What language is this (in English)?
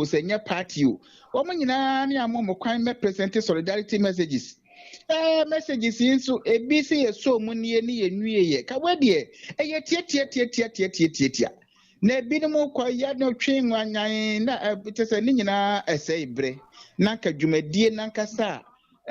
Akan